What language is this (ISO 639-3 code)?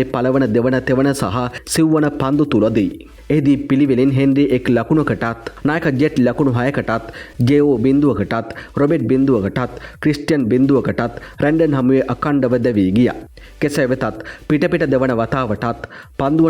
sin